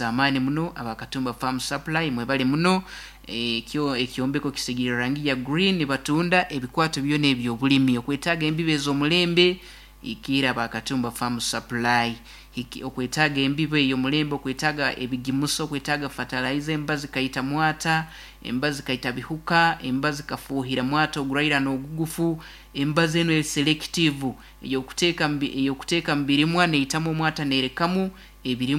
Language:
Nyoro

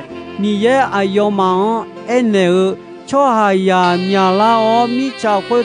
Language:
Akha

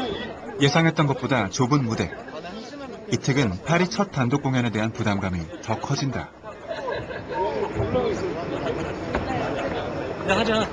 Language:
Korean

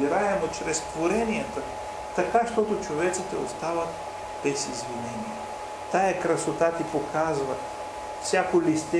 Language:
Bulgarian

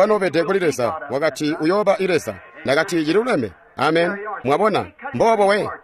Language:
Tonga (Zambia)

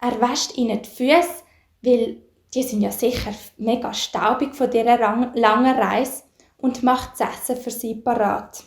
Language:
Swiss German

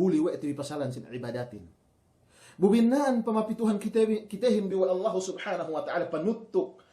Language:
Yakan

